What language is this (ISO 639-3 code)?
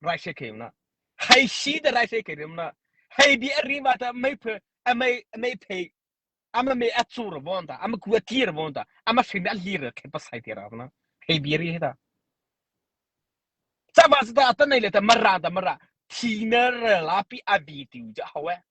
mrh